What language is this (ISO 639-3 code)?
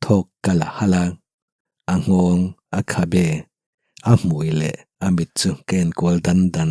lus